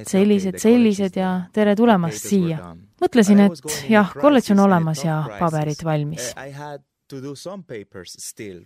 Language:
Estonian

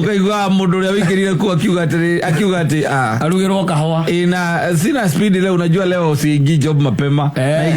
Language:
Kikuyu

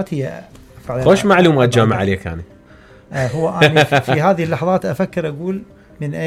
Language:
Mesopotamian Arabic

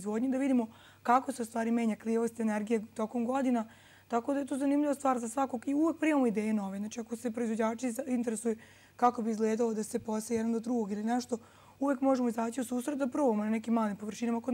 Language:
Serbian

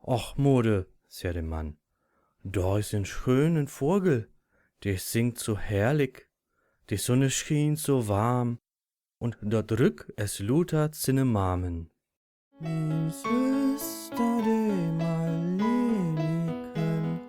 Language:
Low German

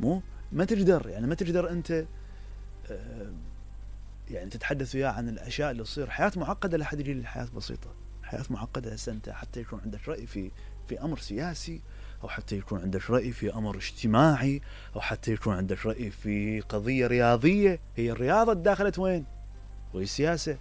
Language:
Mesopotamian Arabic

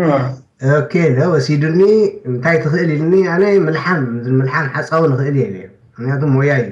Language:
Tigrinya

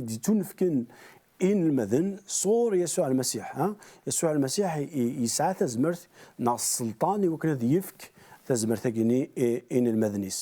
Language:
Kabyle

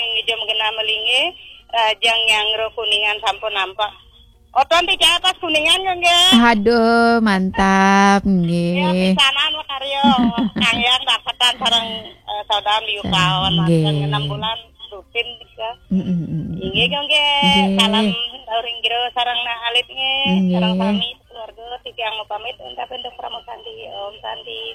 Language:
Balinese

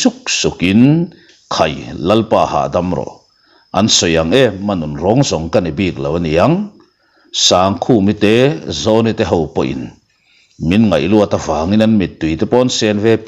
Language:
Mizo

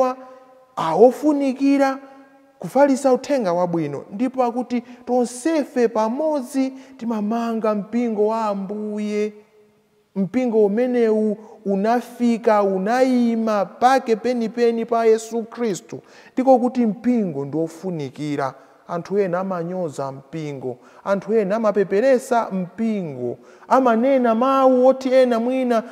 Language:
Nyanja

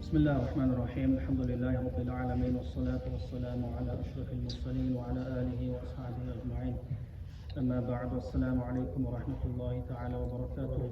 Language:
Dargwa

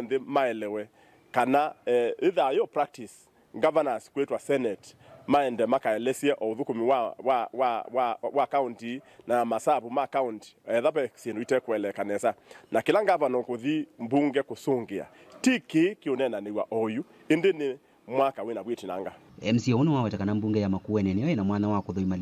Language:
Kamba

